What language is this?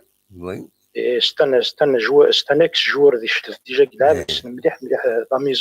Kabyle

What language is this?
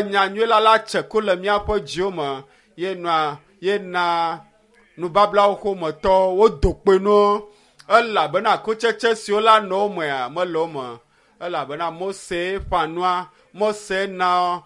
Ewe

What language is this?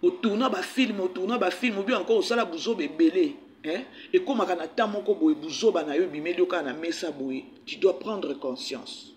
Lingala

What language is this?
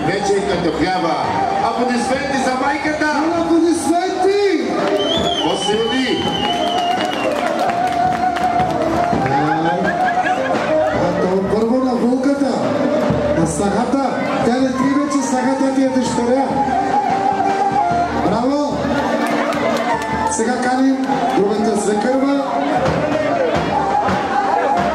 Bulgarian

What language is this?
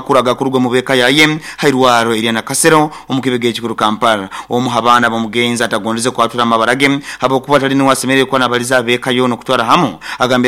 Nyoro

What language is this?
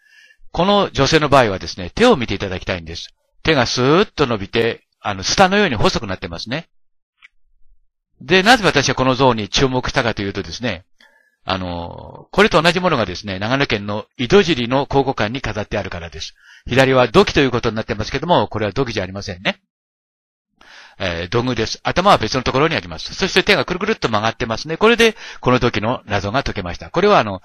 Japanese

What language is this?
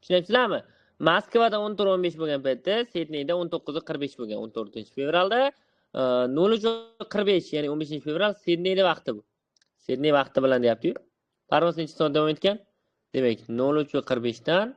Uzbek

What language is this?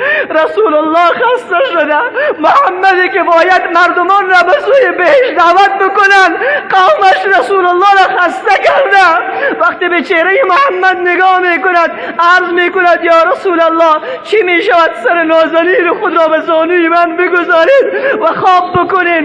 Tajik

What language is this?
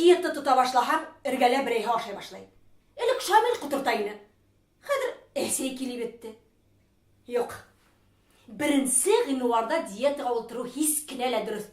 Bashkir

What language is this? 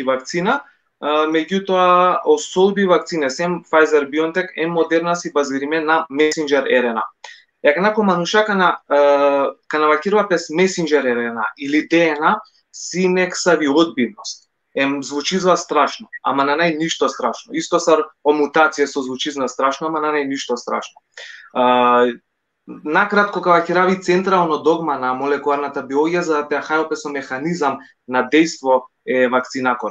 Balkan Romani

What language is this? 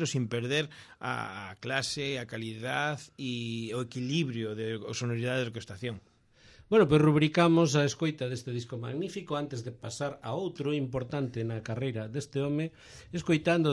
Galician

